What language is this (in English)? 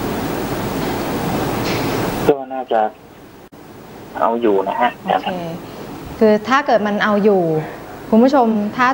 Thai